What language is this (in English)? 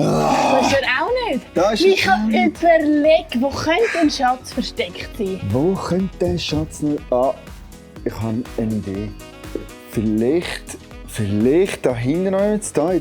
Swiss German